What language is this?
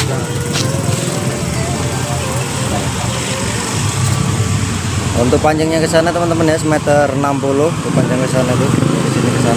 Indonesian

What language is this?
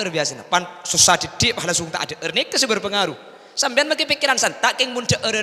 Madurese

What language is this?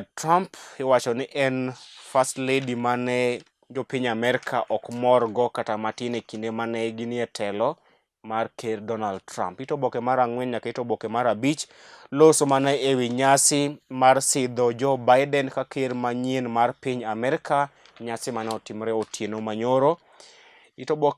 Luo (Kenya and Tanzania)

